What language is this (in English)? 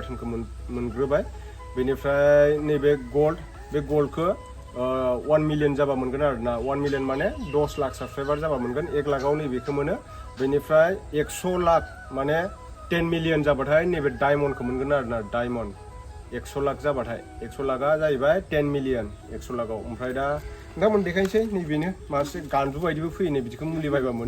Bodo